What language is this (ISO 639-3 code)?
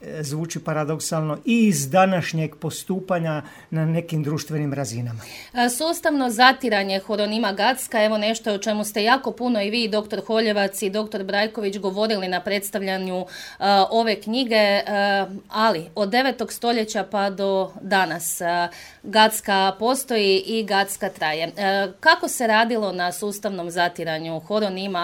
hrv